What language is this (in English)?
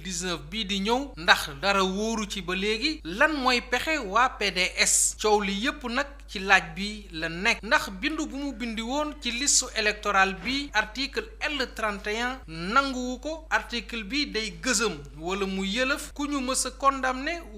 Wolof